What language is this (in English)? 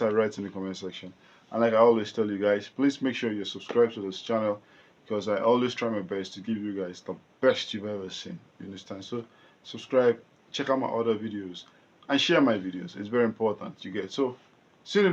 Nigerian Pidgin